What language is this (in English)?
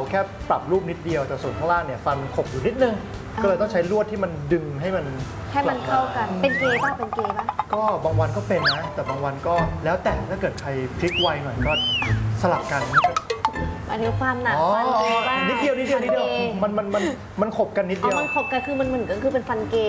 Thai